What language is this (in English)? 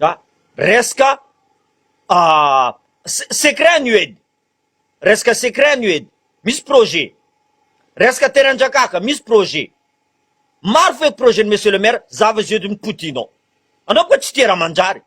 Malagasy